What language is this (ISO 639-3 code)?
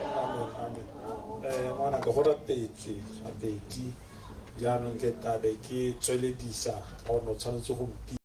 tsn